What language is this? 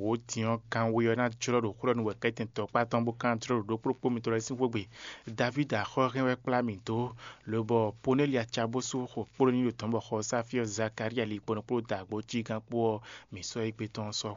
Fon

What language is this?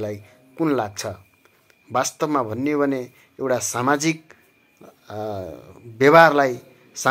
Nepali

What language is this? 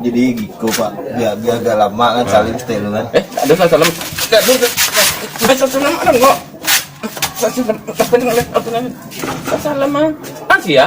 Minangkabau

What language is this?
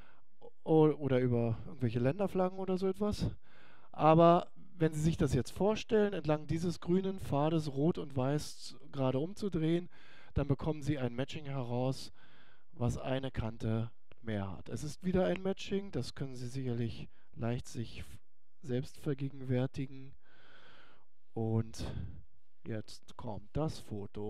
German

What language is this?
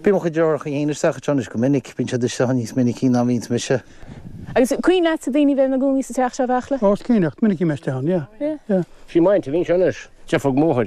Irish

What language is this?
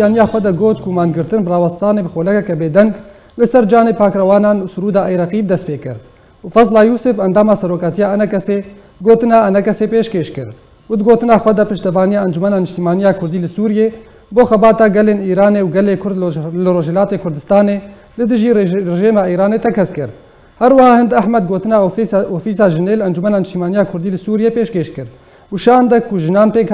Kurdish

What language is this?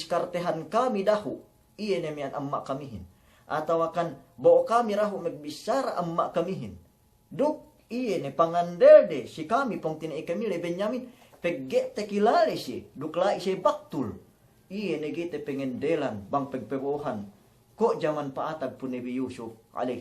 Yakan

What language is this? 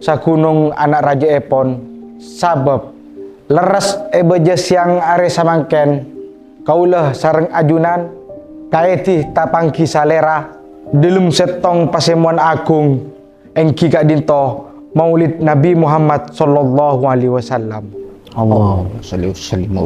Madurese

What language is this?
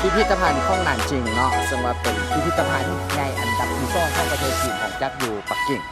Lao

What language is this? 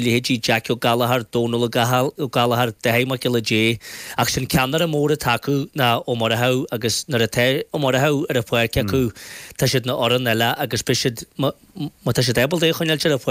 Irish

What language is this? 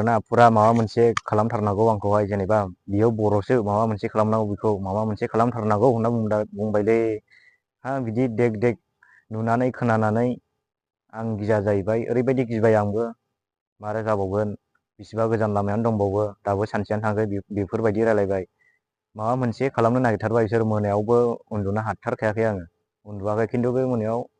Bodo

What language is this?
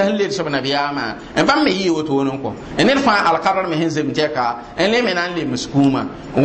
Mossi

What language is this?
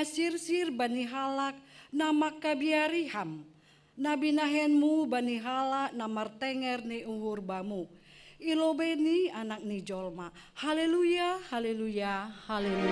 Batak Simalungun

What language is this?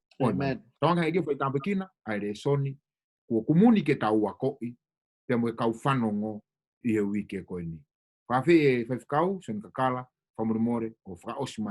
Tongan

